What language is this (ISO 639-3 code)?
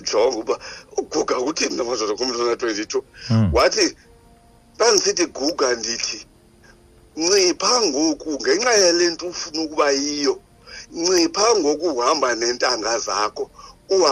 xho